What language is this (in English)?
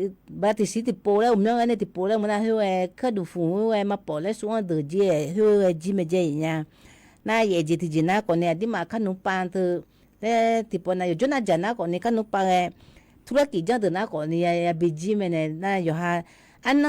Akha